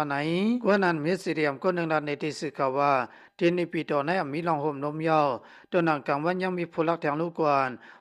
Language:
Shan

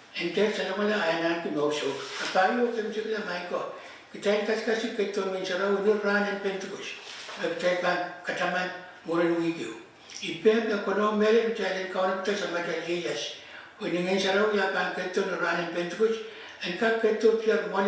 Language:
Pohnpeian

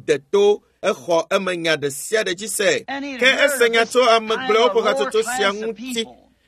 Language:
Ewe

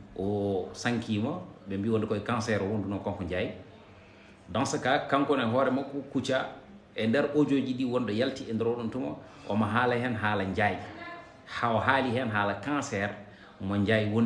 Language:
Fula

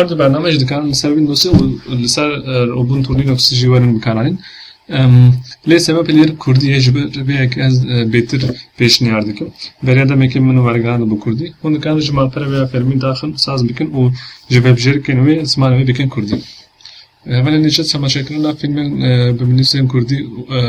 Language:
Kurdish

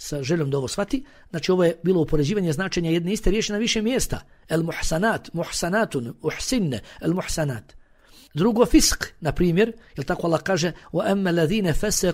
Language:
Bosnian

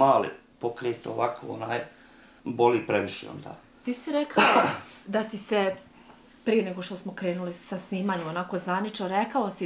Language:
Bosnian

